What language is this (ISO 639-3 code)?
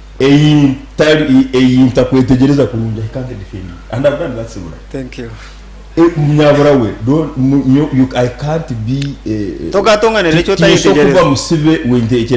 nyn